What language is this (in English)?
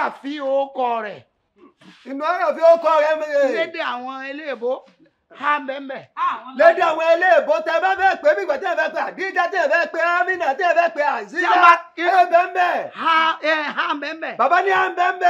Yoruba